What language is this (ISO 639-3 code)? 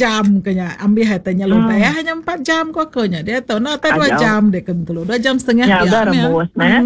iba